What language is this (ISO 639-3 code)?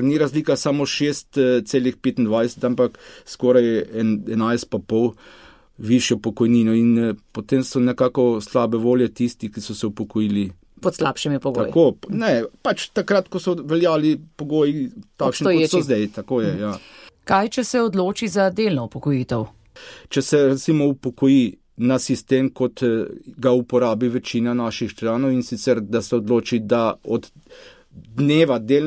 slv